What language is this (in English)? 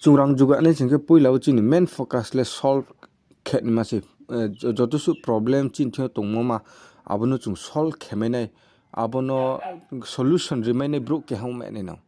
Riang (India)